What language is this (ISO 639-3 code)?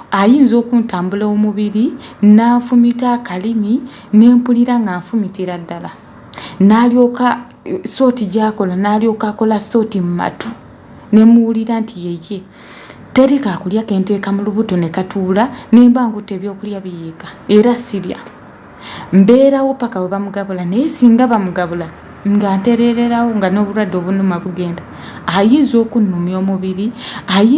lug